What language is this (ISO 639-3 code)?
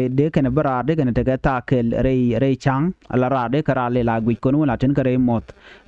nus